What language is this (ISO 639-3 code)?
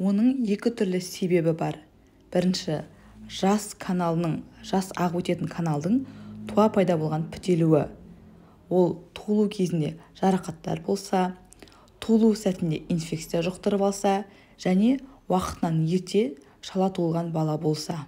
kaz